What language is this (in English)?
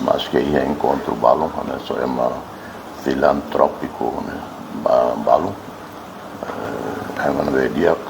Tetum